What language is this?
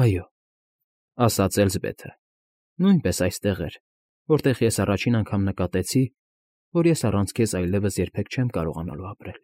Armenian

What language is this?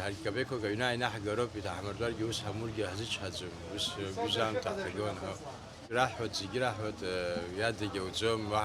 Abkhazian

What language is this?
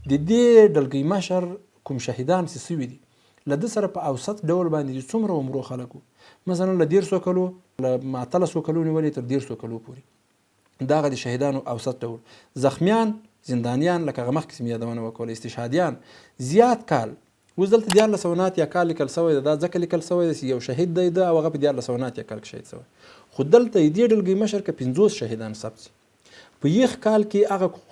Pashto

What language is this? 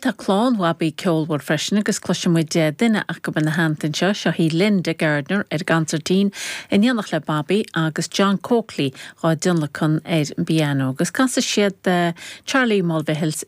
Irish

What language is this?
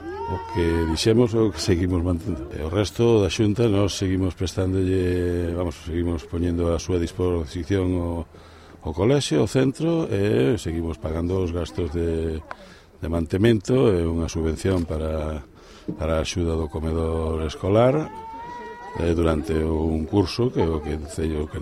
Galician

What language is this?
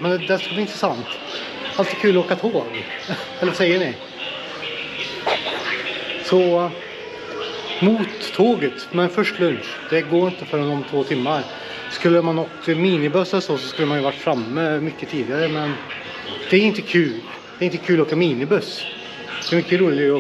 Swedish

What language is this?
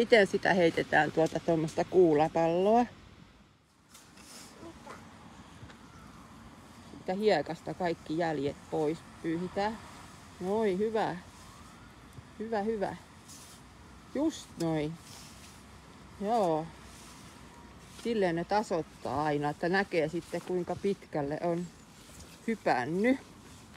Finnish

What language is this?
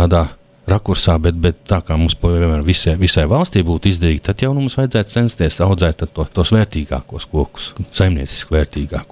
Latvian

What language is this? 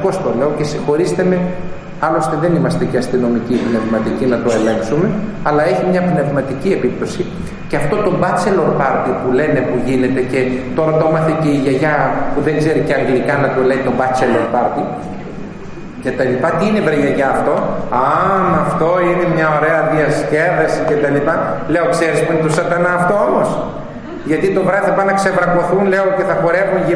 Greek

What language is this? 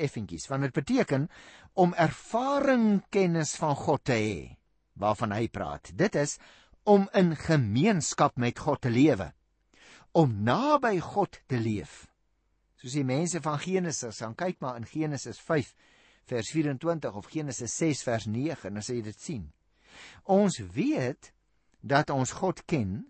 Afrikaans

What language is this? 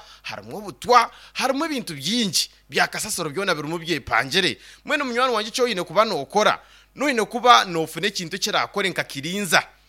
Nyankole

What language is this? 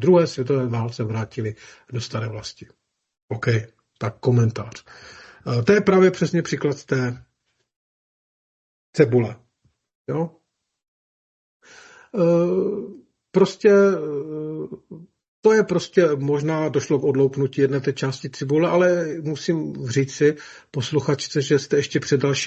Czech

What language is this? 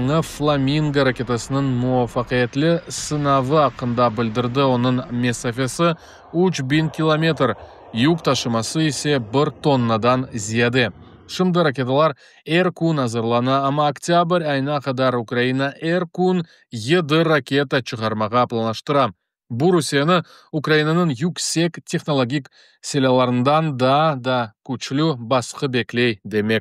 Crimean Tatar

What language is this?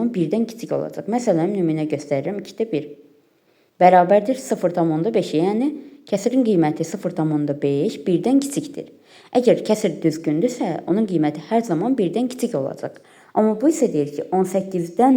Azerbaijani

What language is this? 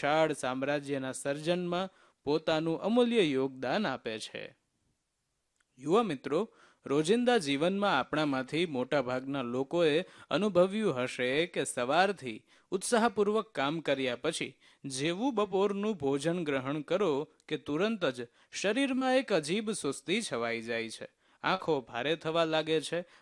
Gujarati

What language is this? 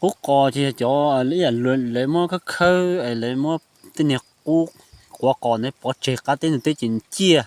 Hmong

